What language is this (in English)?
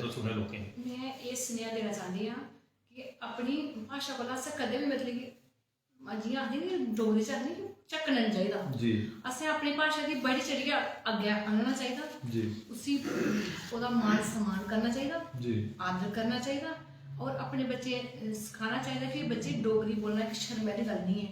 Dogri